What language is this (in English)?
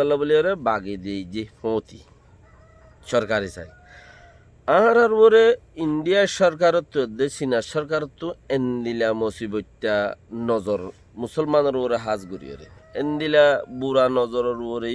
Rohingya